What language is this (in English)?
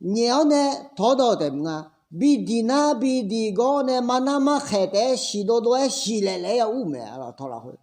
Akha